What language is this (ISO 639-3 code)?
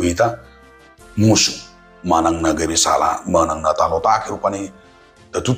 bbc